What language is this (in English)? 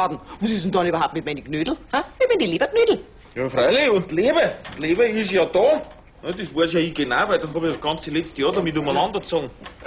Bavarian